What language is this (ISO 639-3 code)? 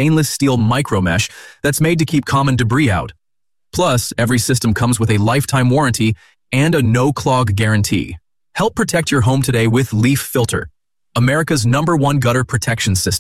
eng